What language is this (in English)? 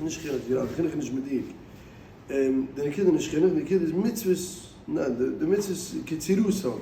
Yiddish